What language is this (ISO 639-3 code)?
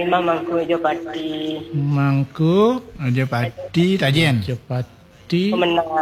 ban